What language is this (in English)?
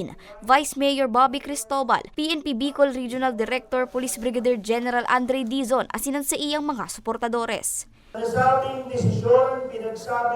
Bikol